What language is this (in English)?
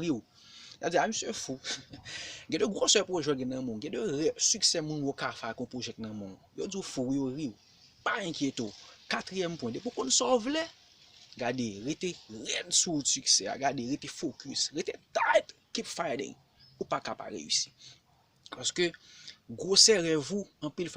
Haitian Creole